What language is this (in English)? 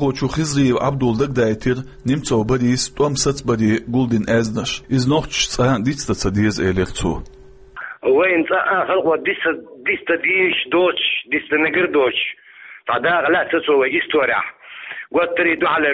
Chechen